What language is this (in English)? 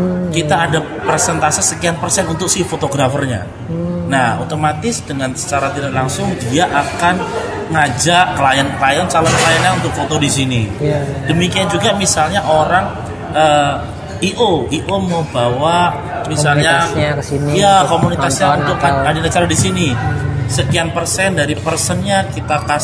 Indonesian